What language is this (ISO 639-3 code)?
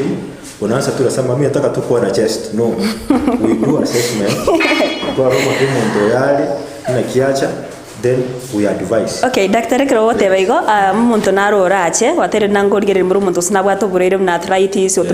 guz